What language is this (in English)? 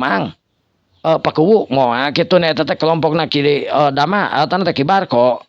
Sundanese